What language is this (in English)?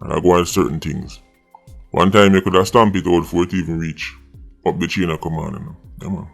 Jamaican Creole English